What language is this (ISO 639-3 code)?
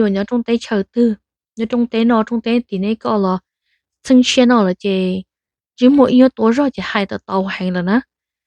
hmn